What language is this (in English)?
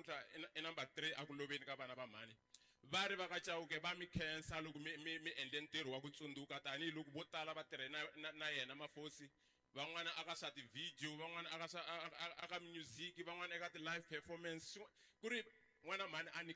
Tsonga